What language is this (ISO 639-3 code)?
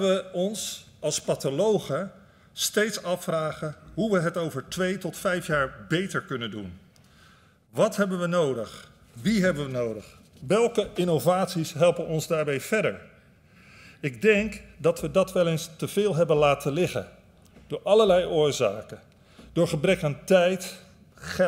nld